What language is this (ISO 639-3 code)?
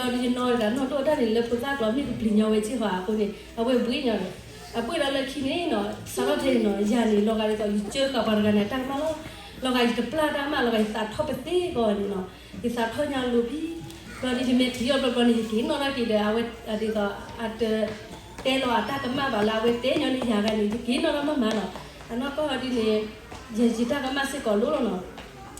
ksw